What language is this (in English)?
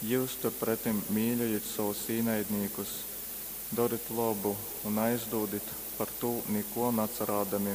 Latgalian